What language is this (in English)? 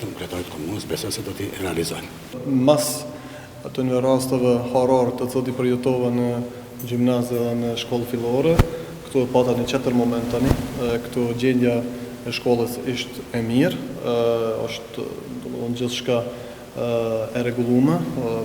Albanian